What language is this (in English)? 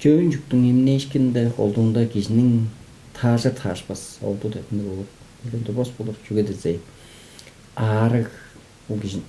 Tuvinian